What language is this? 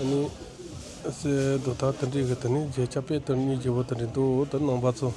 Tibetan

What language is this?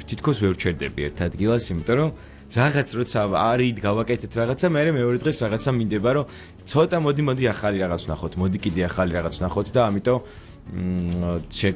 Georgian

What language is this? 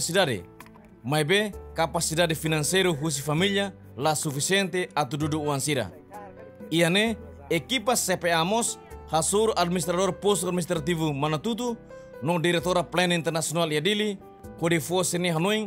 Tetum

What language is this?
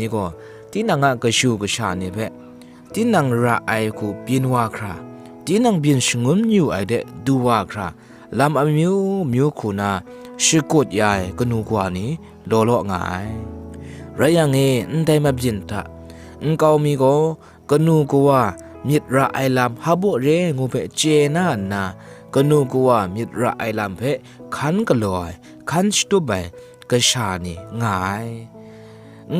Kachin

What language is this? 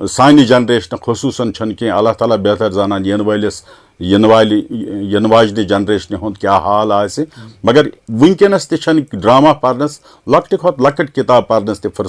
Kashmiri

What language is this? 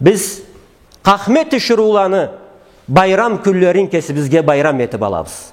Karachay-Balkar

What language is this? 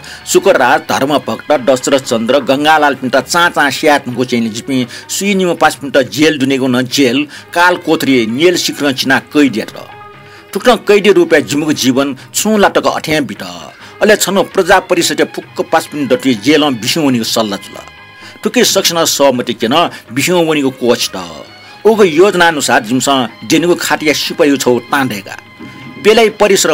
Newari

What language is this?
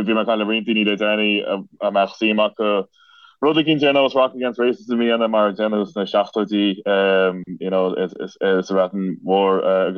Irish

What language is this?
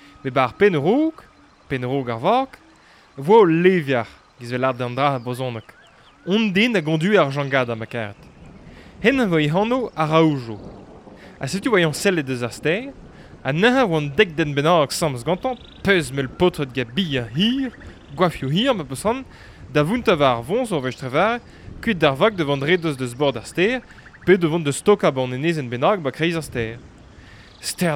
Breton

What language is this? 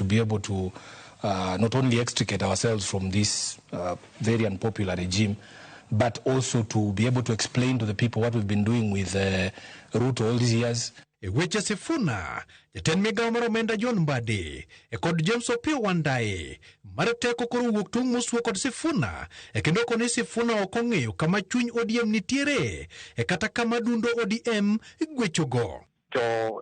Luo (Kenya and Tanzania)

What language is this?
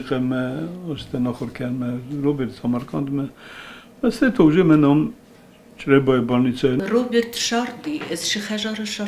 Ossetic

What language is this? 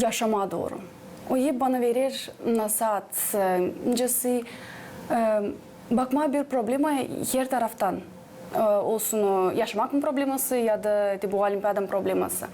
Gagauz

